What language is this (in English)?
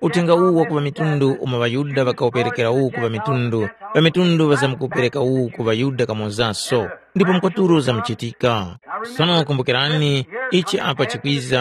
Tumbuka